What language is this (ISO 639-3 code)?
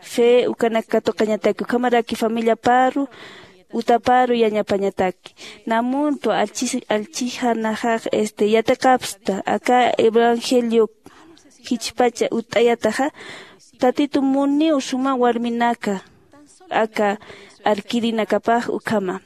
aym